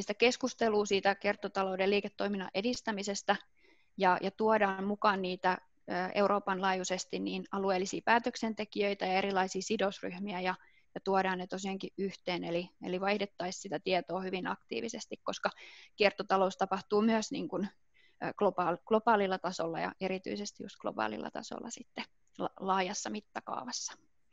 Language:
Finnish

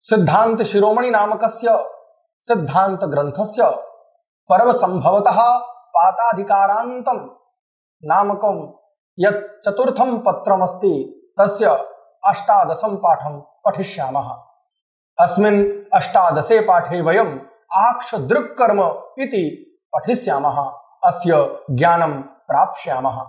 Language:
Sanskrit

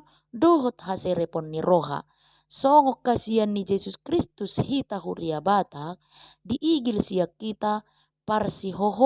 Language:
Batak Toba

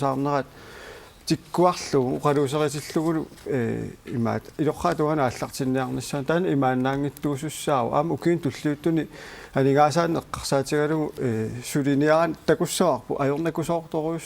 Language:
Kalaallisut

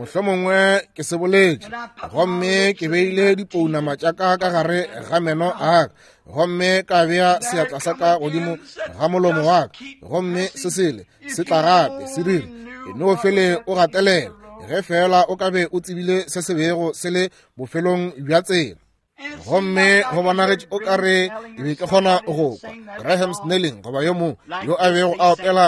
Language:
Northern Sotho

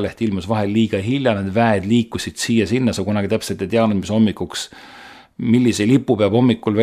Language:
Estonian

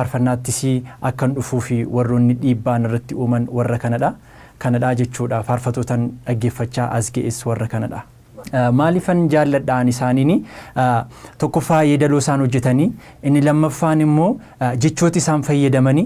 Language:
Oromo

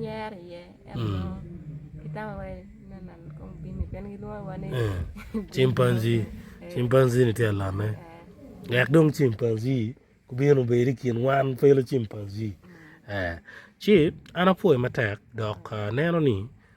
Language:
Acoli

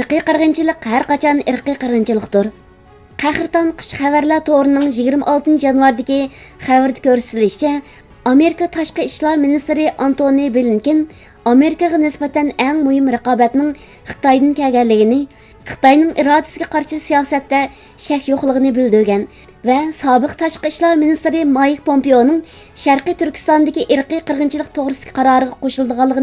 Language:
Uyghur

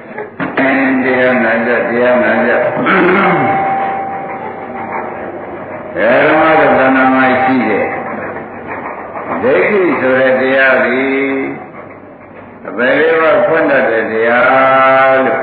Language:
Burmese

